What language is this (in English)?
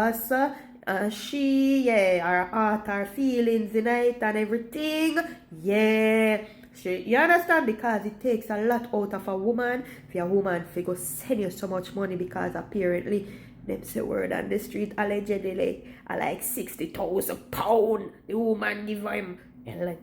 Jamaican Creole English